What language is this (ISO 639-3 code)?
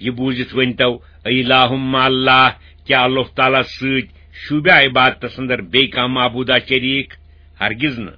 kas